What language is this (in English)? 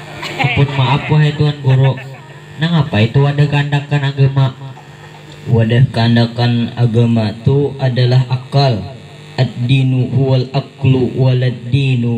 Banjar